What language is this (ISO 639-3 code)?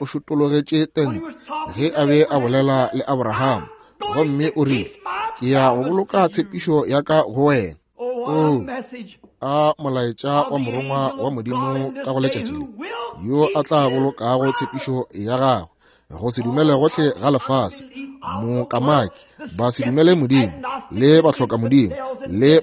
nso